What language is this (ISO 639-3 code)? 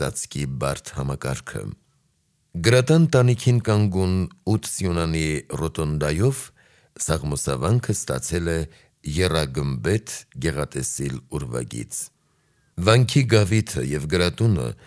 hye